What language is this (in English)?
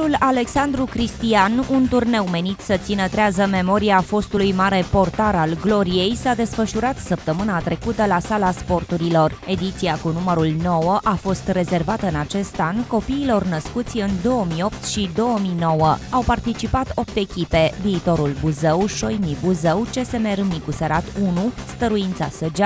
Romanian